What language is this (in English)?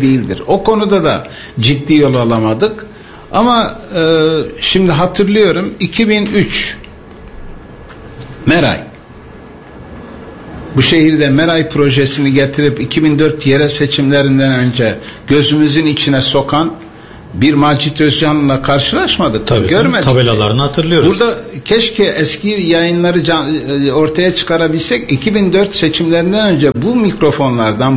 Turkish